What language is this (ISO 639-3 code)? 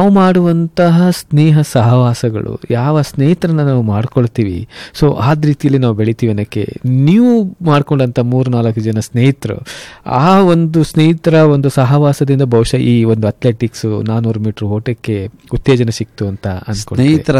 kan